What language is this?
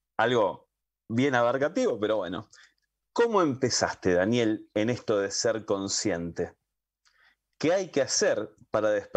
Spanish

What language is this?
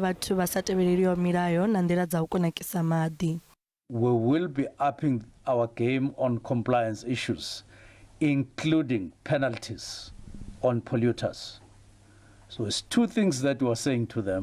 Venda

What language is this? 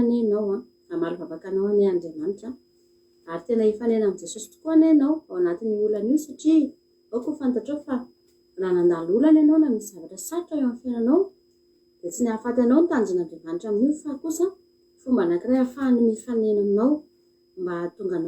Malagasy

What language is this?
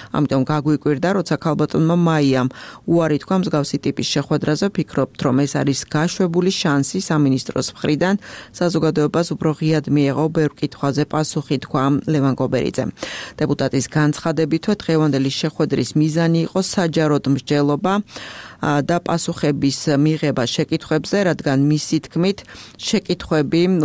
Georgian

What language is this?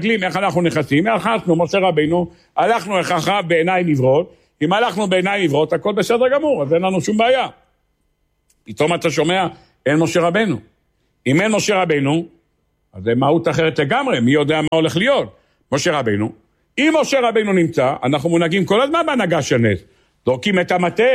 Hebrew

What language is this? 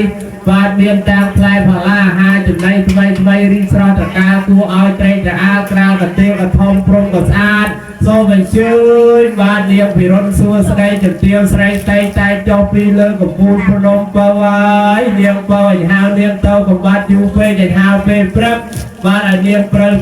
Khmer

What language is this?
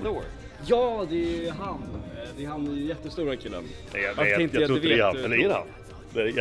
Swedish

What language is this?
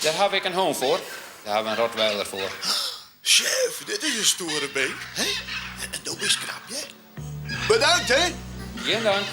Western Frisian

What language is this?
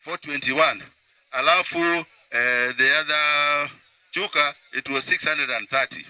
Meru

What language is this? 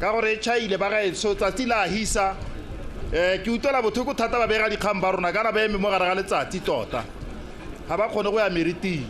Tswana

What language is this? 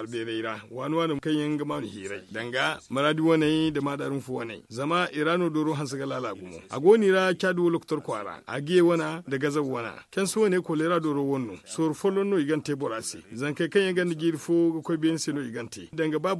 Zarma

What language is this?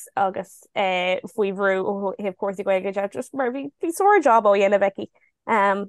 Irish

